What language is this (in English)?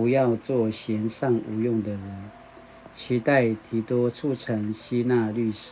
Paiwan